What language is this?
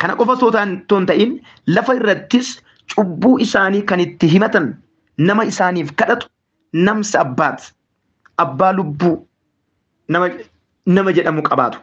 Oromo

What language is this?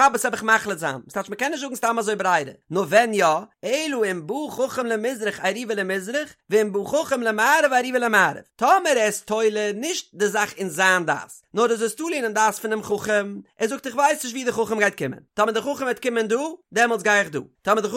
Yiddish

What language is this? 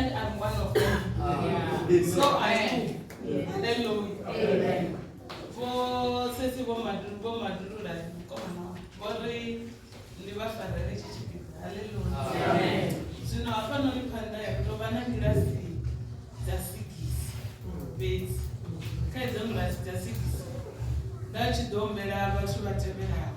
Venda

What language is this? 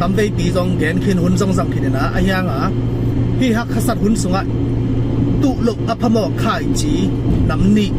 Tedim Chin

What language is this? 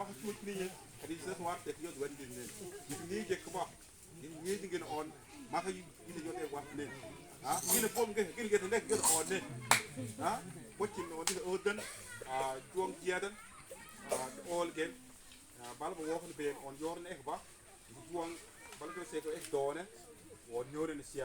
Mabaan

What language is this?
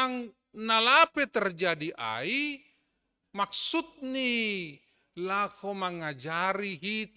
Batak Simalungun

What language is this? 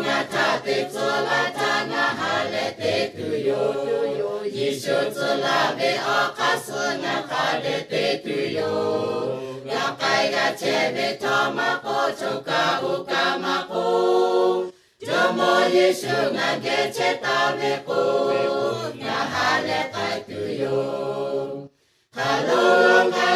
Lahu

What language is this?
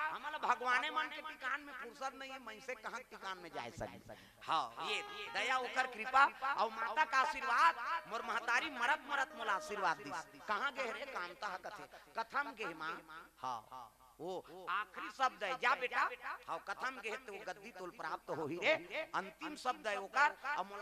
Chhattisgarhi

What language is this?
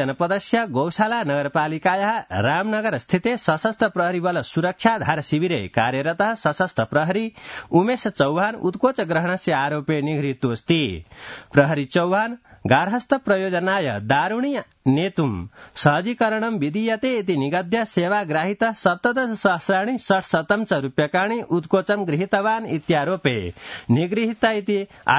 Sanskrit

